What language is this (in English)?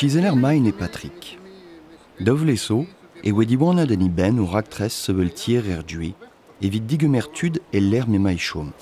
Breton